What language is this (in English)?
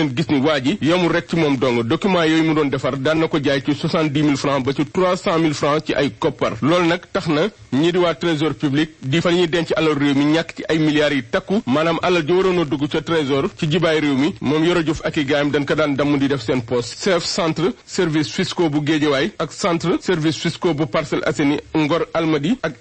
Wolof